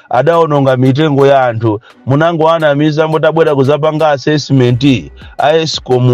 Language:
Nyanja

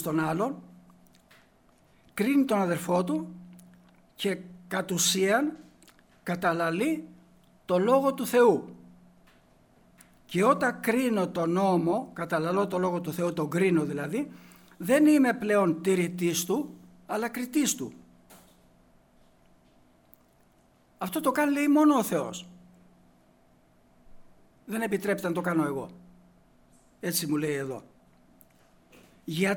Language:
Greek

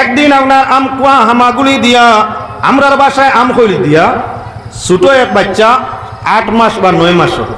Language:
Sylheti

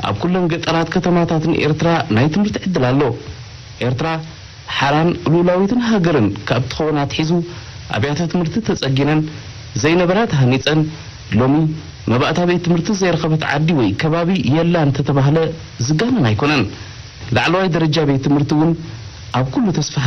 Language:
Tigrinya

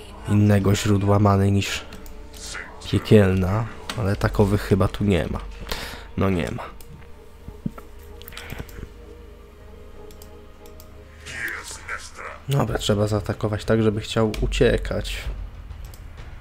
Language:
Polish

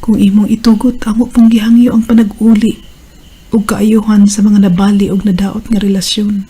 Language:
Cebuano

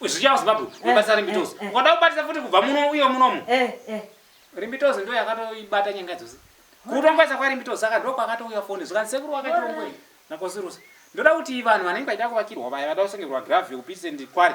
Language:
Shona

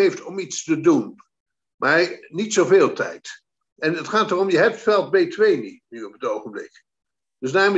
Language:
Dutch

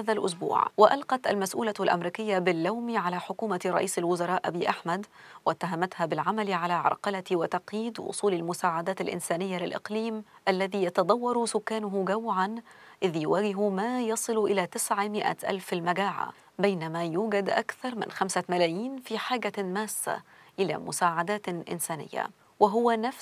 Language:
Arabic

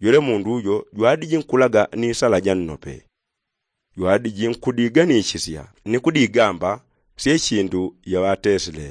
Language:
Yao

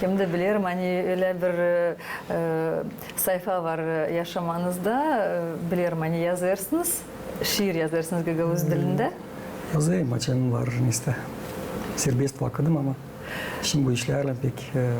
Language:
Gagauz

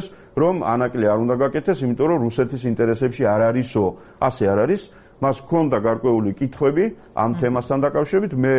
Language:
Georgian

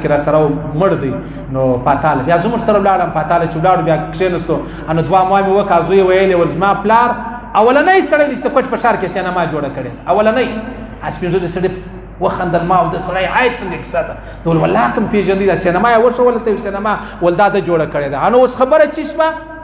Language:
Pashto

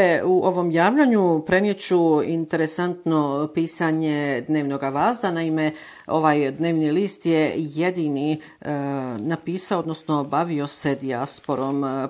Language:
Bosnian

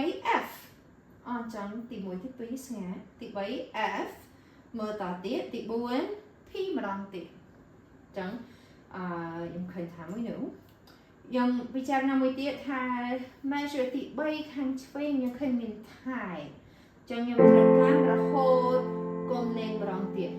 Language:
Khmer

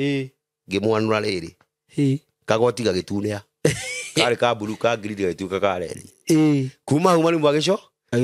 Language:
Kikuyu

